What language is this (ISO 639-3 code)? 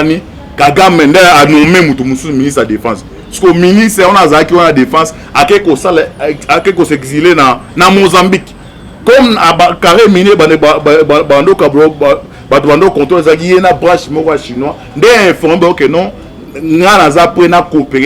lin